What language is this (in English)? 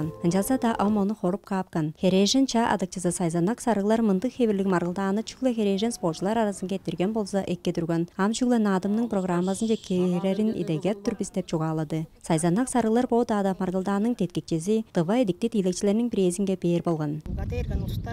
Tuvinian